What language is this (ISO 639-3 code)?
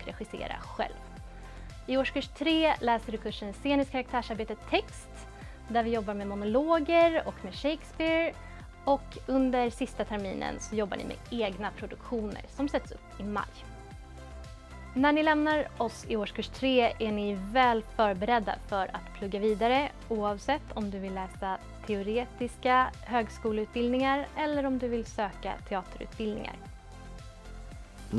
swe